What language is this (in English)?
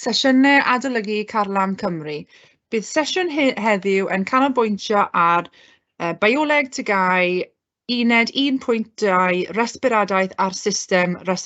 Welsh